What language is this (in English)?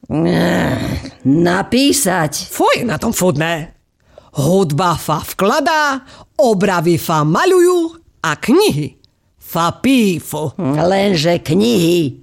Slovak